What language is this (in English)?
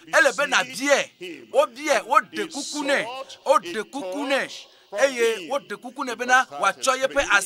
Ewe